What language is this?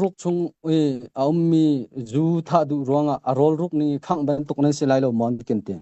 Hakha Chin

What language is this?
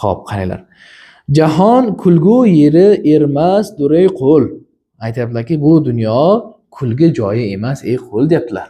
Uzbek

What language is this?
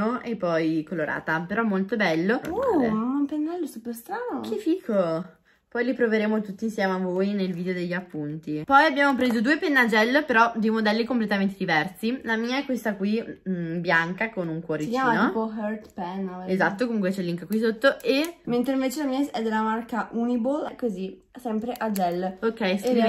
Italian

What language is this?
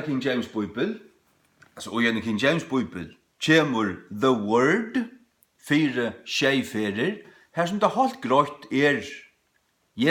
Faroese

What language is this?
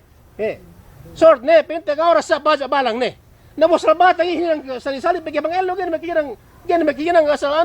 Yakan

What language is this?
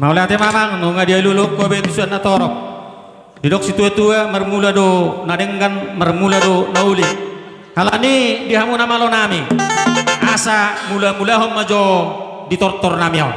Batak Toba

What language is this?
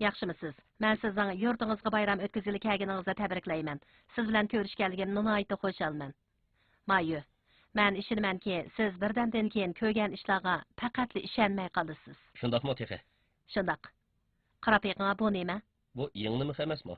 Uyghur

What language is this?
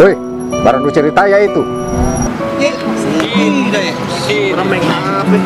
Makassar Malay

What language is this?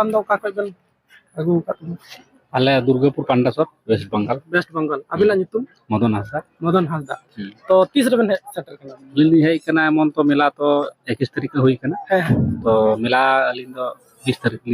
Santali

